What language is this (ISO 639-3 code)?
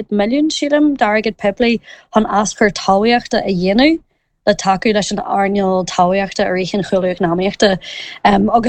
gle